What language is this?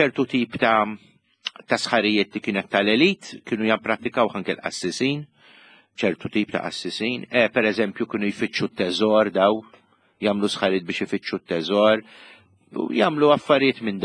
Maltese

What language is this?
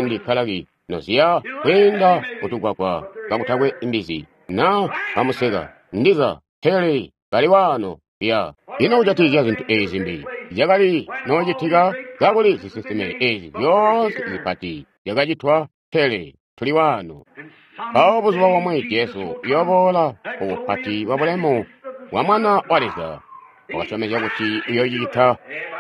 Tonga (Zambia)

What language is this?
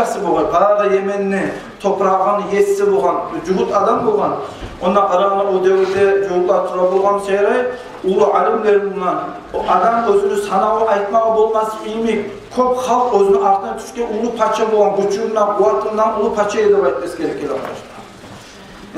Kumyk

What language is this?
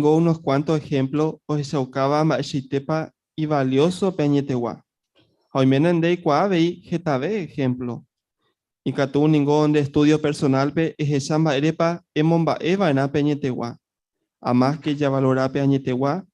Guarani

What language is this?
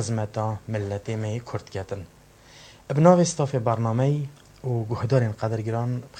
Kurdish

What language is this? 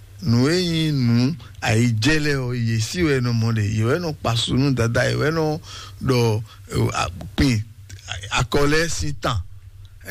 Fon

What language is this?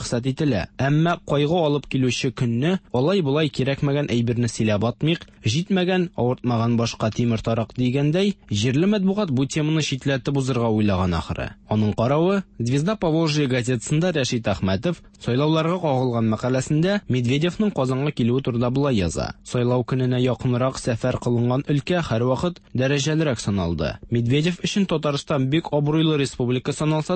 Tatar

